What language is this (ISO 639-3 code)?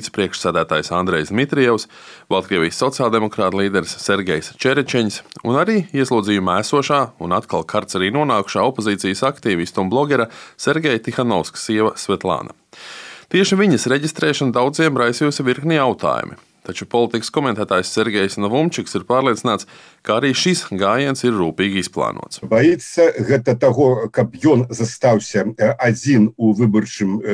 lav